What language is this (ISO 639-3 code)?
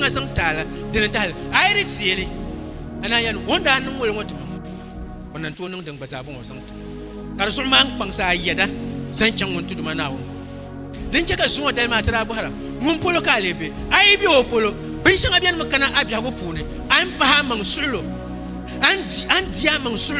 dag